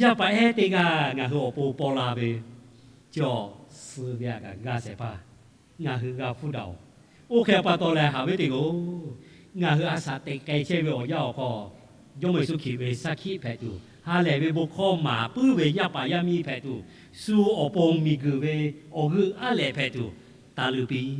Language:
Lahu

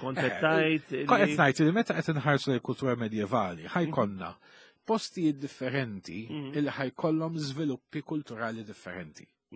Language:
Maltese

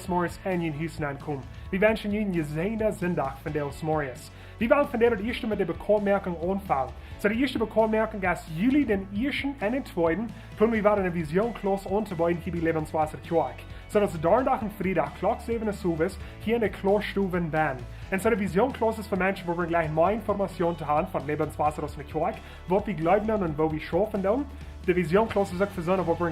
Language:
Plautdietsch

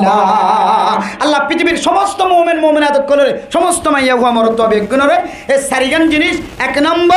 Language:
Rohingya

